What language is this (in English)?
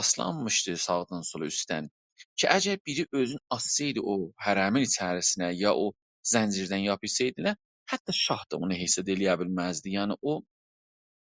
South Azerbaijani